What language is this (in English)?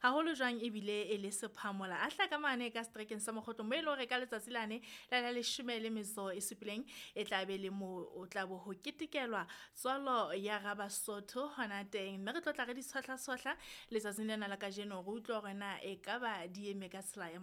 Southern Sotho